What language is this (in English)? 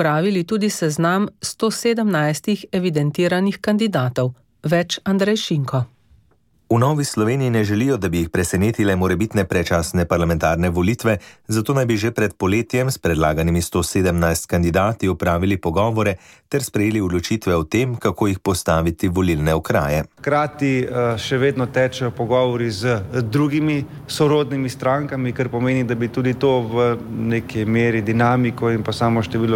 Slovenian